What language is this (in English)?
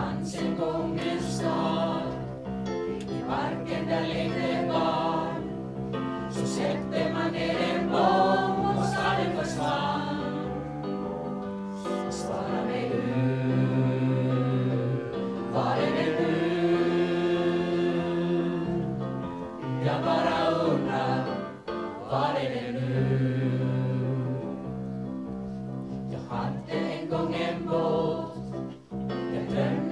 Swedish